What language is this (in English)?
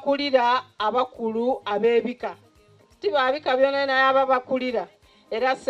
Soga